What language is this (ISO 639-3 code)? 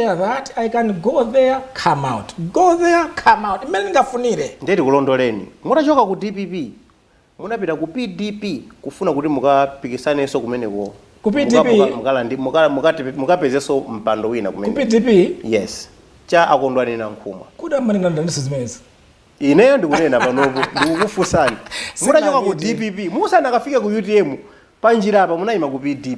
nya